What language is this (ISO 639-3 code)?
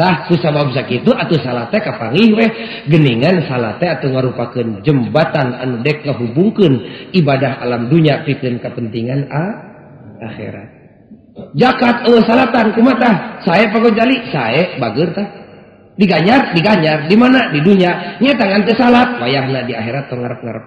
sun